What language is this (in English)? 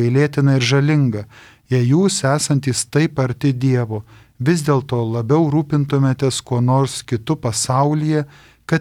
Lithuanian